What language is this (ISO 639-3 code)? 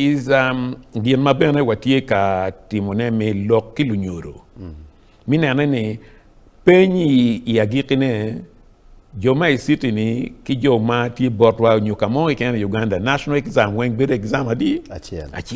ach